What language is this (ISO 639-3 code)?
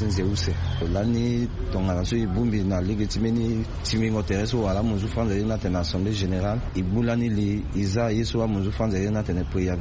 sag